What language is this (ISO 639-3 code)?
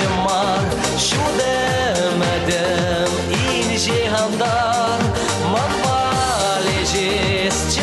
chv